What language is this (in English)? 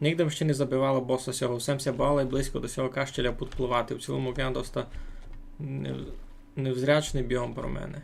Rusyn